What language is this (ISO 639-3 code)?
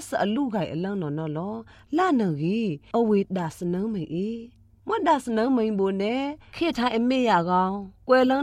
mya